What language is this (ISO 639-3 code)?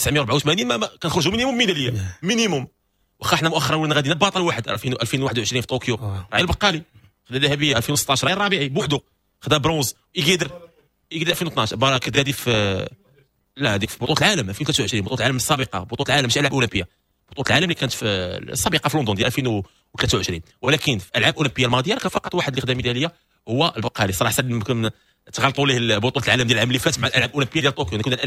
ary